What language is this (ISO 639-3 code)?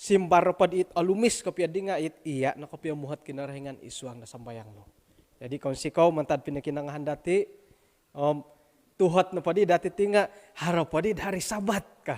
dtp